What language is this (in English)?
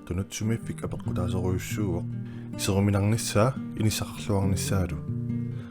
Kalaallisut